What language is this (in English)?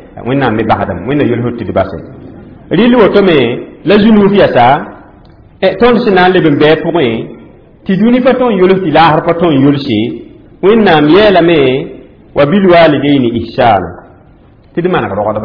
Mossi